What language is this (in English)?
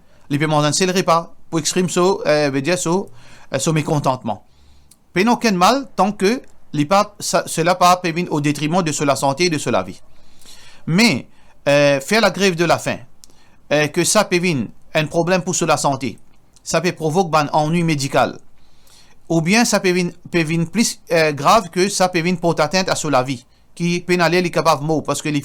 Morisyen